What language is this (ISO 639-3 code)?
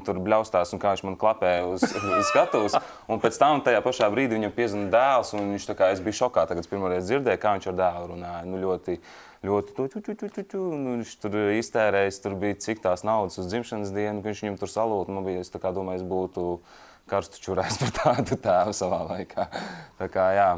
lav